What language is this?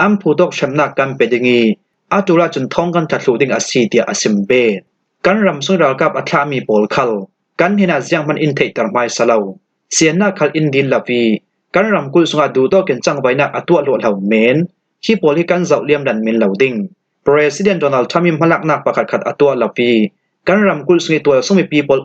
Falam Chin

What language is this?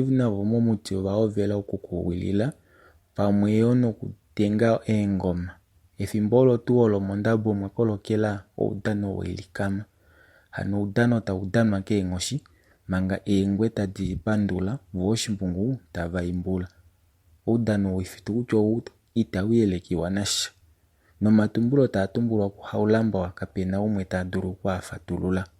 Kuanyama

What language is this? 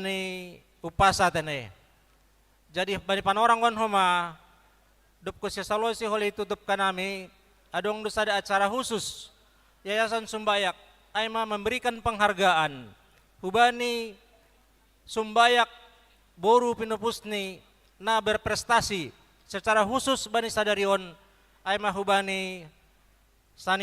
Batak Simalungun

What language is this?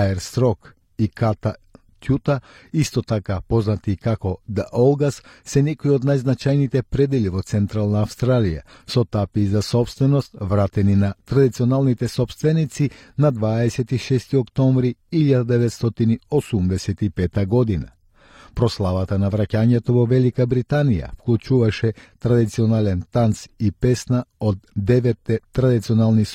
Macedonian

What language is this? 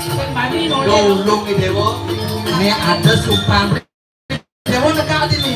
Balinese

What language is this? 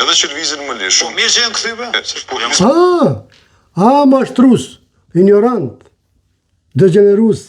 Albanian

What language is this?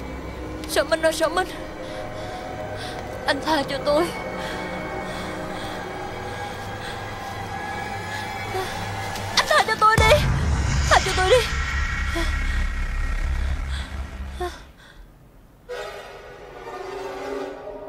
Vietnamese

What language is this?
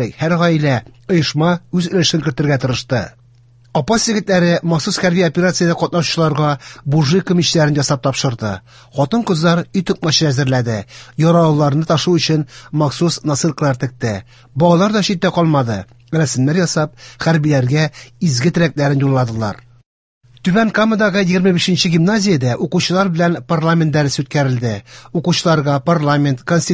Tatar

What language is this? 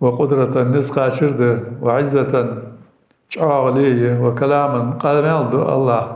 Ingush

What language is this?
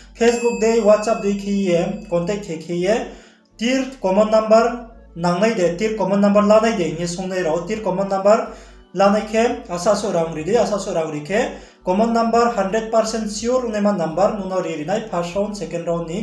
Riang (India)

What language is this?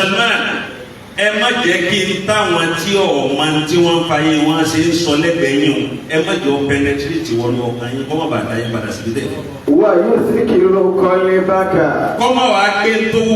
Yoruba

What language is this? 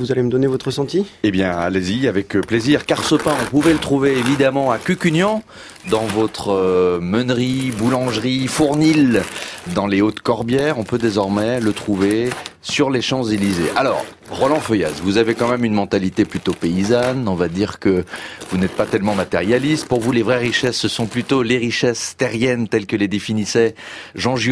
French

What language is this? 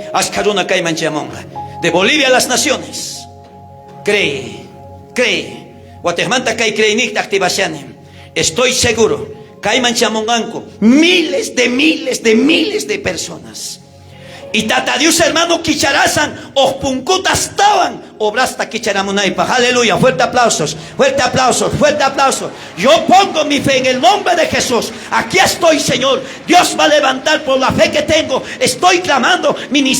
South Bolivian Quechua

